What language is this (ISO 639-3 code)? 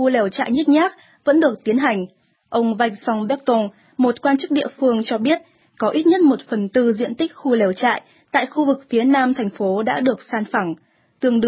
vie